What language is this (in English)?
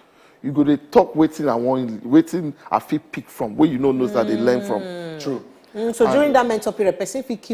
Nigerian Pidgin